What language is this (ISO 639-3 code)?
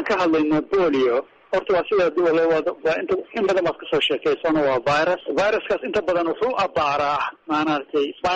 som